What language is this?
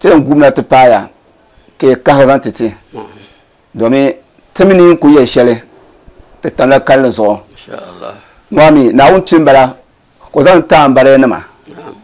Dagbani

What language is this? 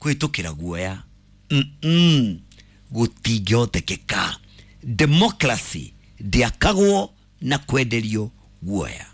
Kikuyu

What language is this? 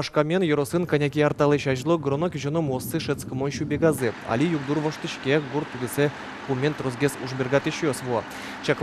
Udmurt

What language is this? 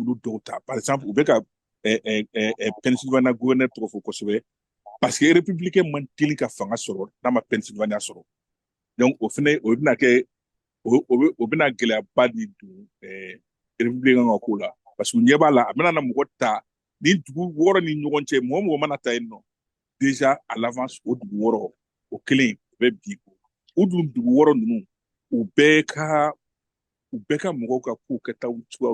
Bambara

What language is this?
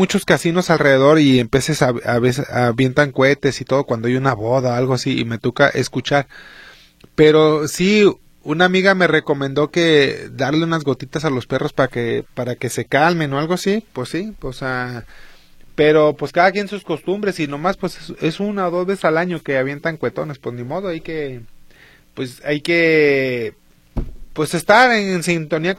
Spanish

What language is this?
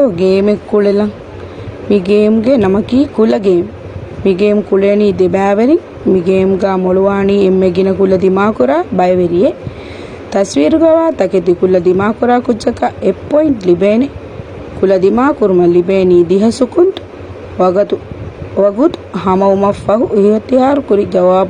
Divehi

